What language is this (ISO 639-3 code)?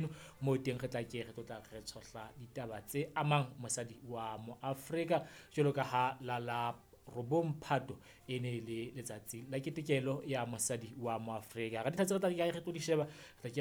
sot